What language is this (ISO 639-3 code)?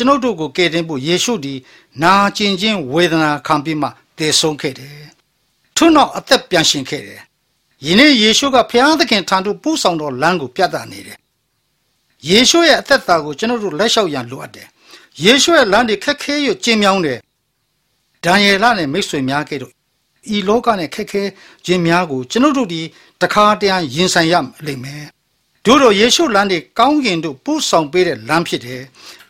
mya